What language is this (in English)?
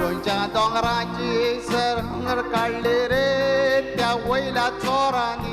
Konkani